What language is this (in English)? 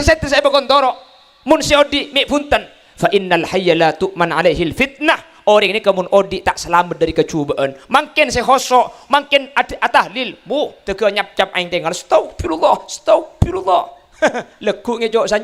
Madurese